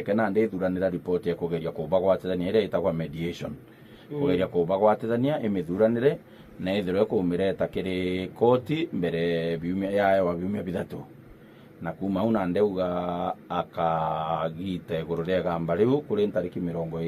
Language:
Meru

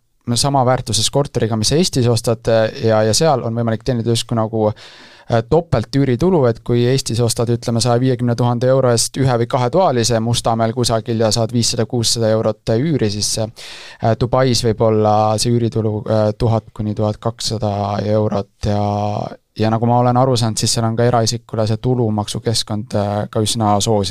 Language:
Estonian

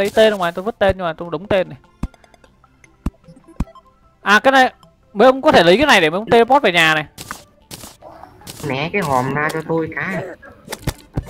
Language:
Vietnamese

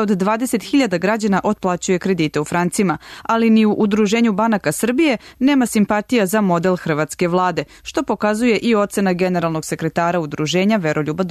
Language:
Serbian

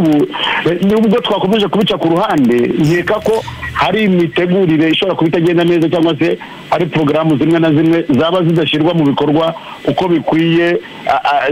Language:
Kinyarwanda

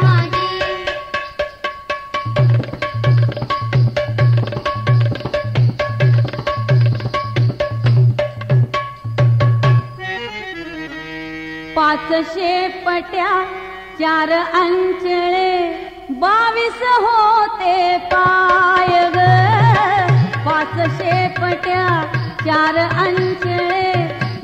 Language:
Marathi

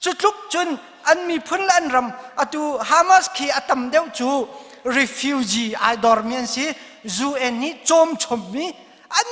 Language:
Hakha Chin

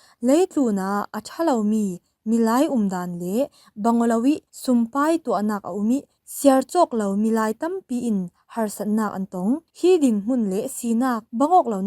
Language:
Falam Chin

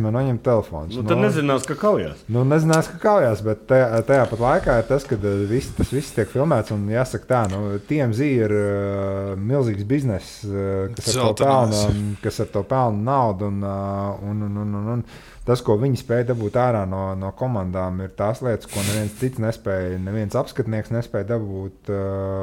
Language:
Latvian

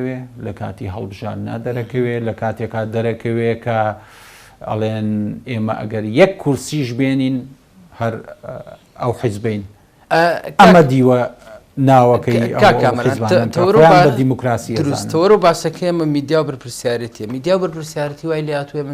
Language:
Central Kurdish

